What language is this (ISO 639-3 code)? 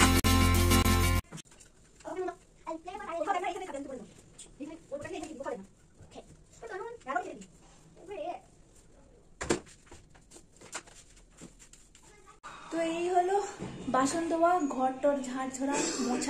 ben